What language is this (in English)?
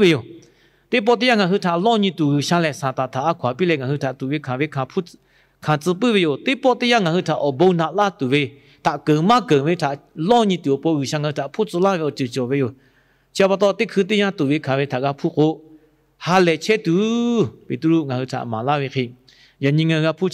Lahu